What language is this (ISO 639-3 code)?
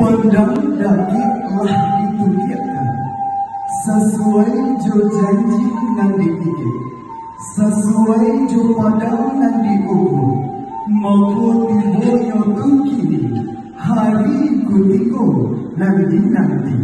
min